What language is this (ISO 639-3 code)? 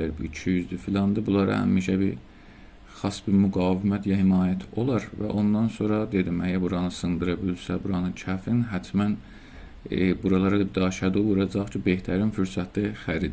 azb